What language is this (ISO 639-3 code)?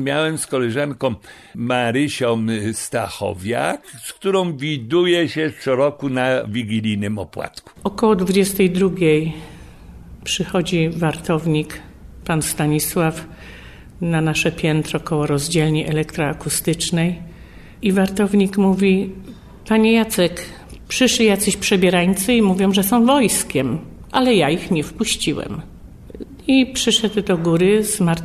pol